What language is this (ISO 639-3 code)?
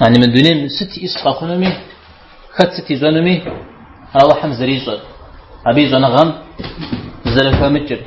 kbd